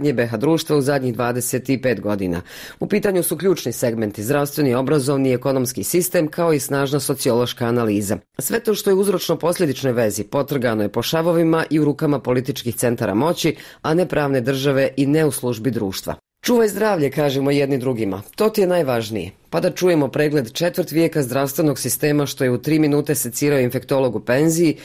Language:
Bosnian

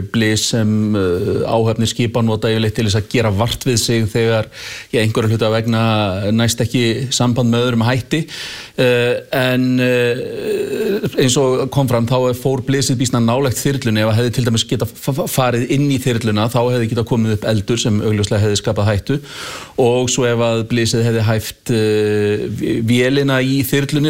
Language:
Icelandic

